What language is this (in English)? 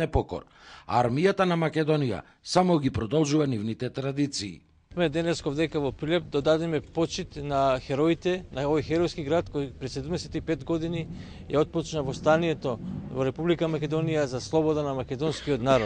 Macedonian